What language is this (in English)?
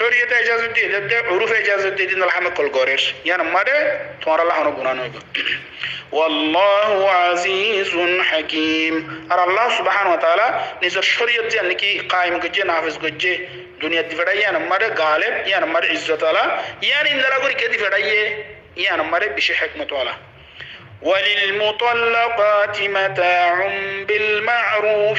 Rohingya